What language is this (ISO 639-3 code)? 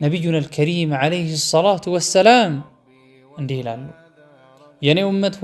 amh